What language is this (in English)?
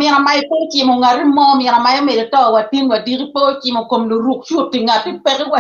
Acoli